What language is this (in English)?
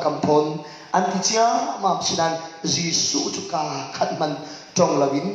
Falam Chin